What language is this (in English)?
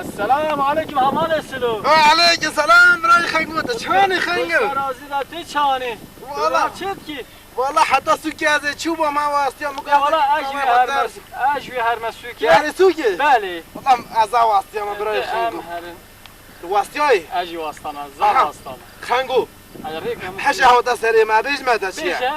Kurdish